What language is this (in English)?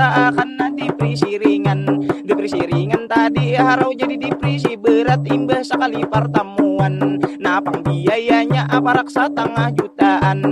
Banjar